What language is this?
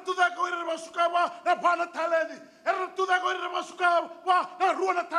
Fijian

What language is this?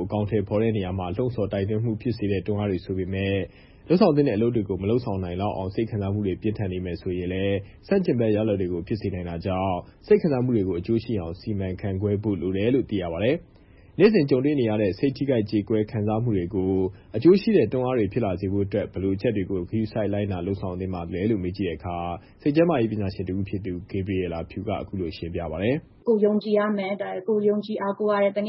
Burmese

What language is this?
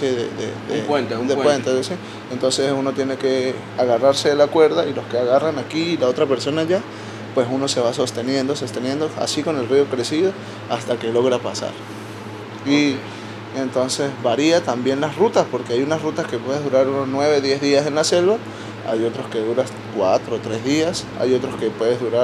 Spanish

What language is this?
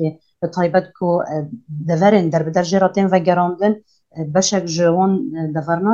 Kurdish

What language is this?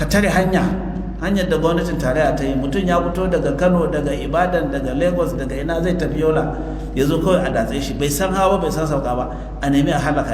Hausa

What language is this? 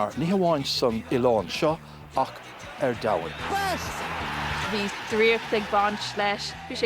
Irish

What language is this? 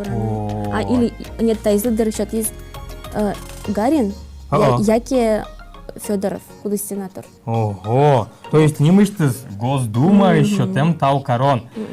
Udmurt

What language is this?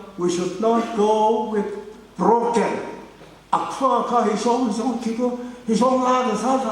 Tangkhul Naga (India)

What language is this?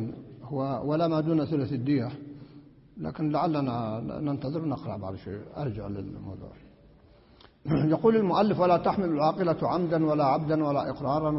Arabic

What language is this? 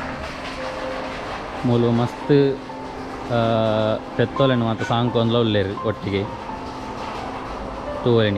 Tulu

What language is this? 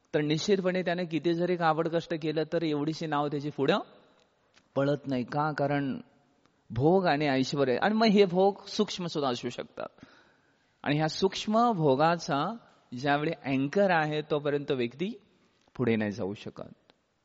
Marathi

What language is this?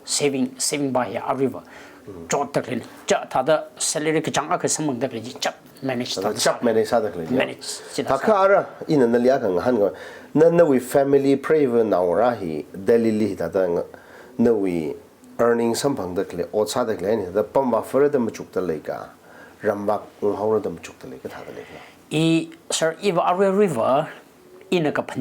Tangkhul Naga (India)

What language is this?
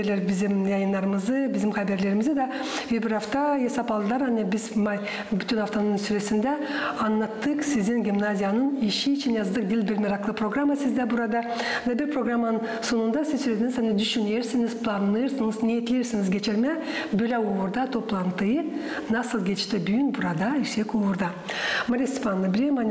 Gagauz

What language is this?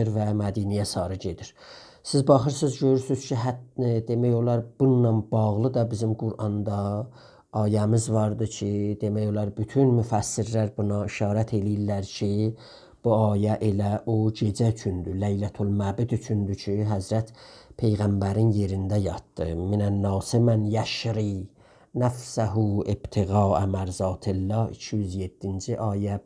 South Azerbaijani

